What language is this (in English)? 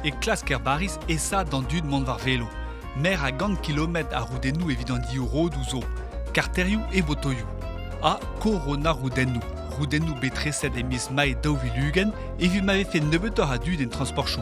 Breton